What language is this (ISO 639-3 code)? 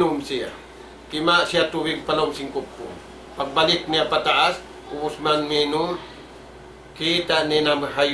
tsg